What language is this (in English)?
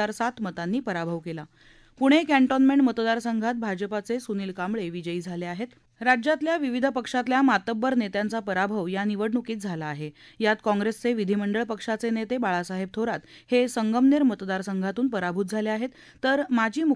Marathi